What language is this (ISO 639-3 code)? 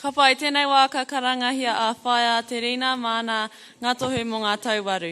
mri